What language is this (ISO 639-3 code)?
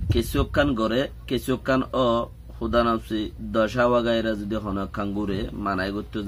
rhg